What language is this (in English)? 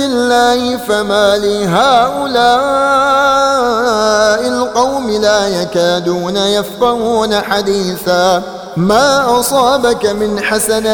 Arabic